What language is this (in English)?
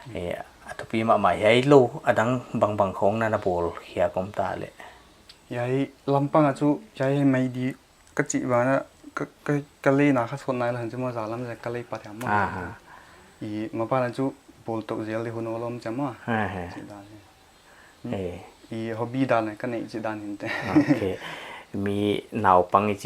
Paite Chin